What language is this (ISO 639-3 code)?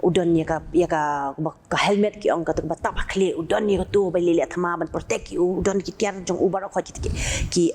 kha